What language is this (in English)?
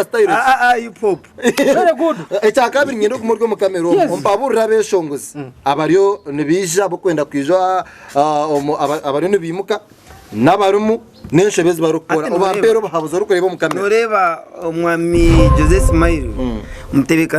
Nyankole